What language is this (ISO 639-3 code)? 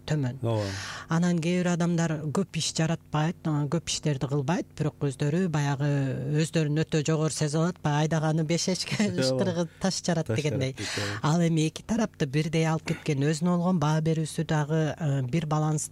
kir